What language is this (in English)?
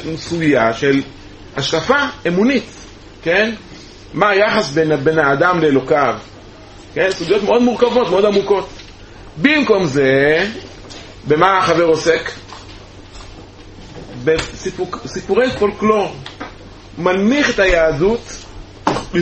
Hebrew